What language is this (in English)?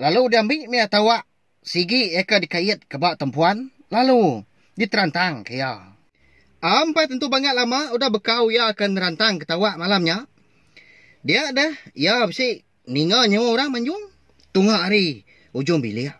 Iban